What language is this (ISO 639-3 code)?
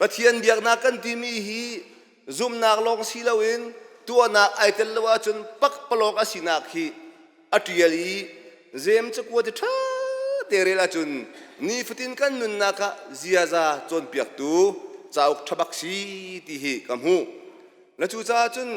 cnh